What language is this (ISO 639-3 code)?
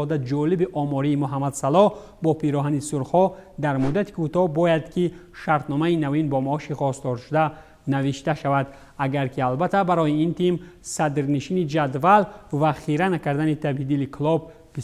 tgk